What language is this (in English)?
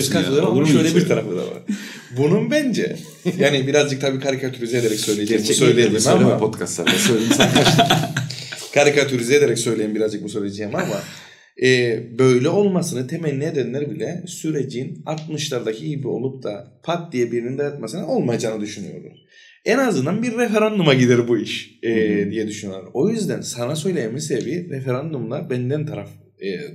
Turkish